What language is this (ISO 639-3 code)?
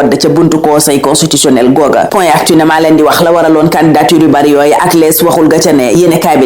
wol